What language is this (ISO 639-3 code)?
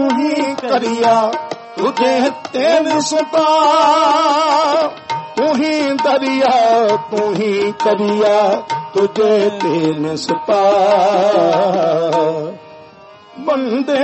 pan